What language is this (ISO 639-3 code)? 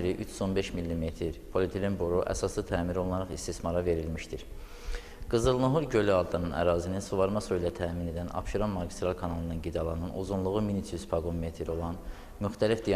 aze